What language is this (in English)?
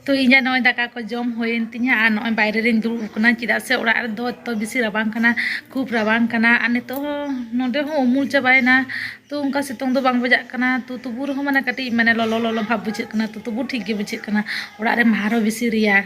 Santali